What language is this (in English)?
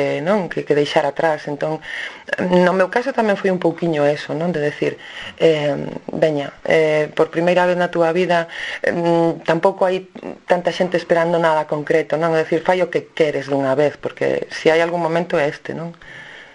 Galician